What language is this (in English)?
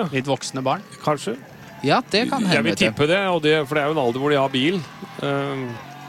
Norwegian